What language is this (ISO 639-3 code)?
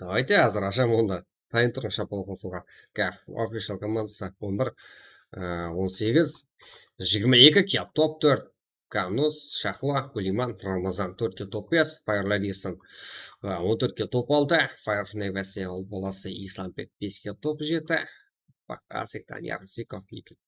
kaa